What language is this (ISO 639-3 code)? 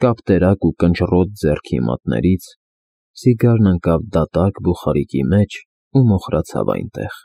hye